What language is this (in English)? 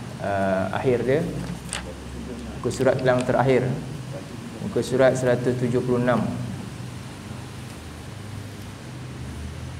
Malay